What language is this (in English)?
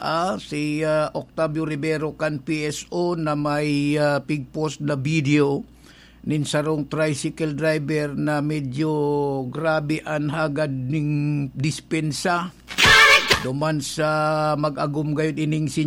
Bikol